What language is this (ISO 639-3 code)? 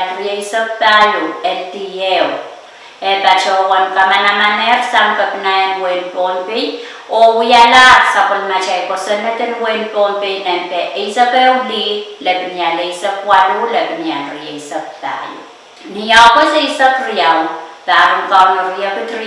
pon